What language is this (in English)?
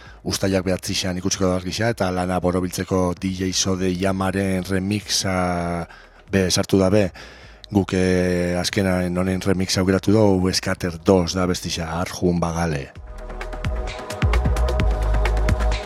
Basque